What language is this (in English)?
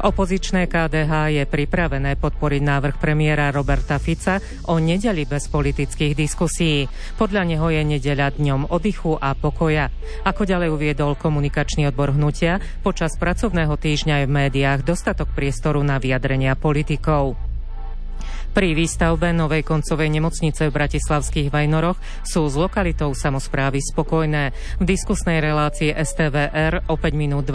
Slovak